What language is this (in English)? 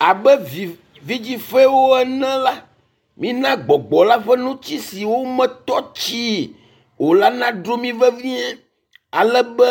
Ewe